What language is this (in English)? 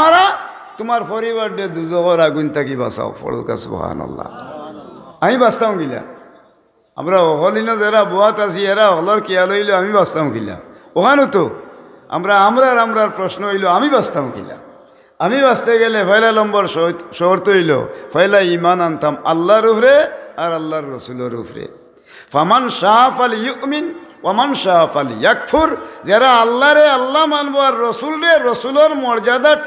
Sylheti